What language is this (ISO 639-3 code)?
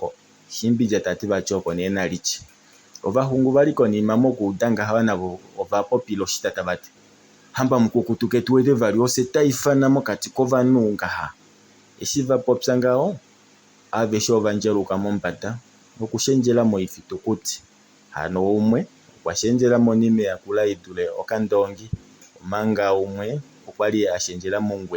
kua